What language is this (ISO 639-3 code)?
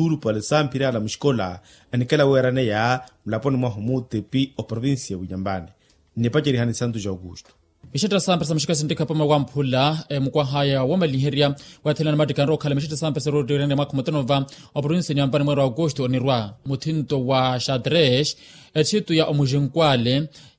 vmw